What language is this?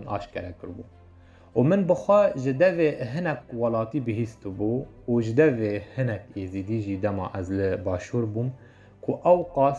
Kurdish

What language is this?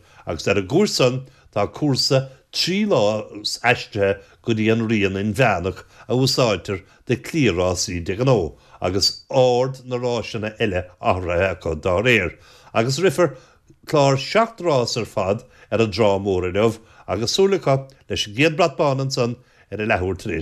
Irish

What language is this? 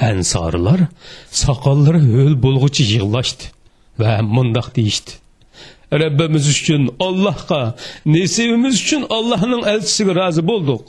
Uyghur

